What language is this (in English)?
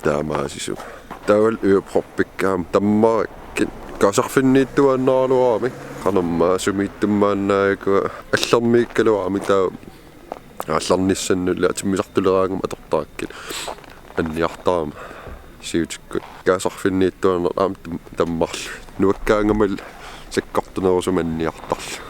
Kalaallisut